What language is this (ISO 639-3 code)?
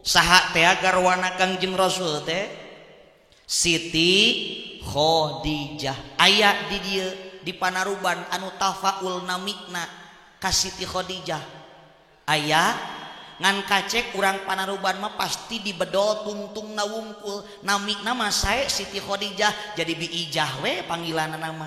sun